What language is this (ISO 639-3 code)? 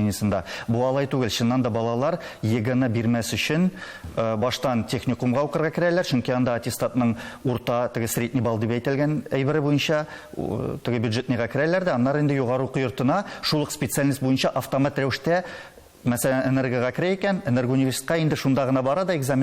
tat